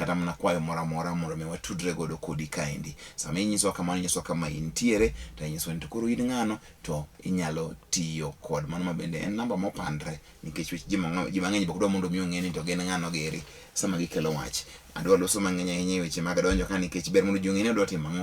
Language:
Luo (Kenya and Tanzania)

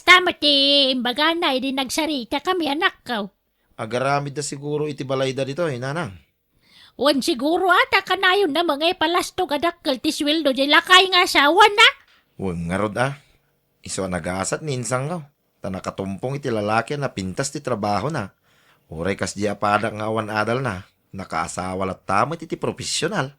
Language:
Iloko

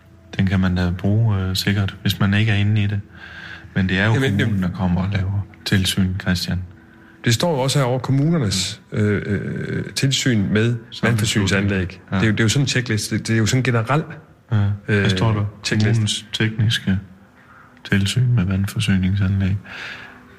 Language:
Danish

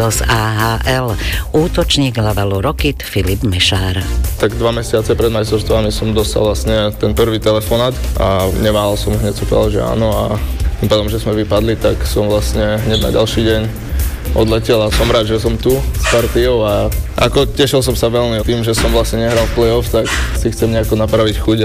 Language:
Slovak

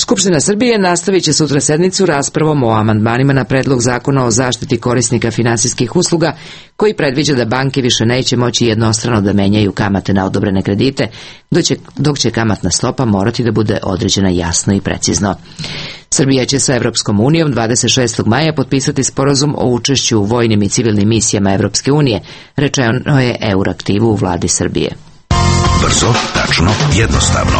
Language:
Serbian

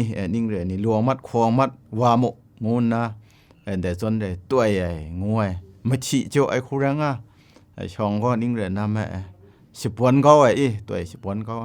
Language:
Kachin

